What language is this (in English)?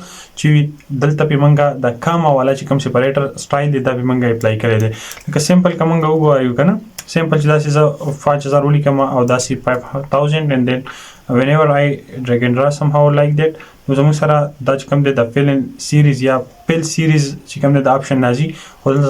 Pashto